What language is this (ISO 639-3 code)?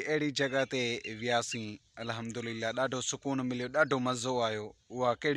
snd